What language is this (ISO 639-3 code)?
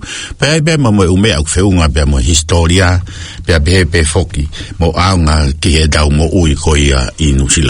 ton